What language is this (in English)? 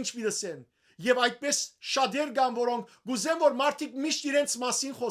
Western Armenian